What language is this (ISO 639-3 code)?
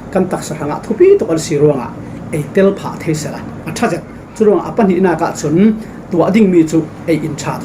cfm